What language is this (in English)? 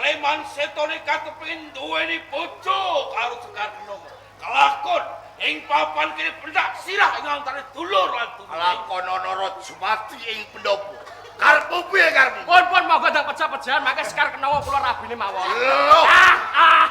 Javanese